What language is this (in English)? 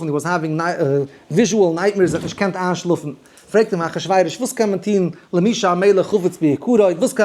Yiddish